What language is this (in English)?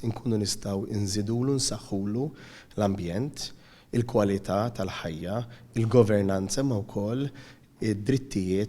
Maltese